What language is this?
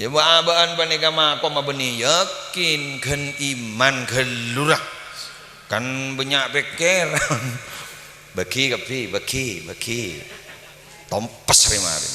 Madurese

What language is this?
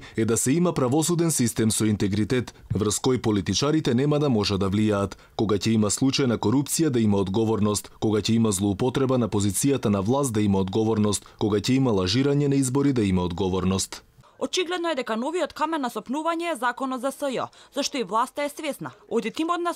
Macedonian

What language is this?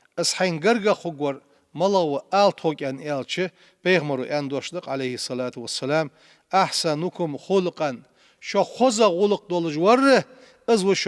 Ingush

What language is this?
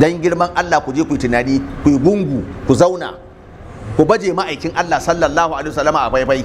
Hausa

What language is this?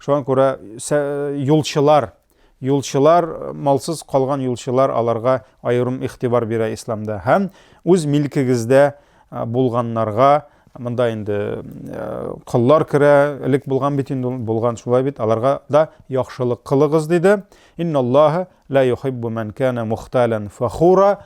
Tatar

